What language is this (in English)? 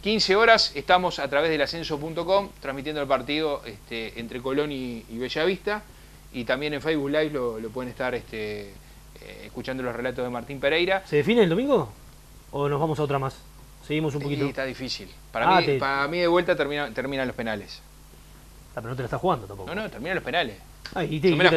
Spanish